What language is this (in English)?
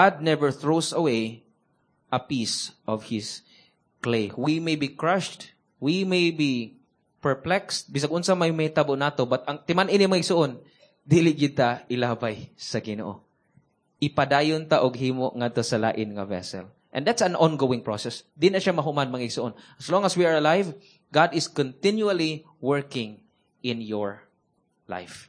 Cebuano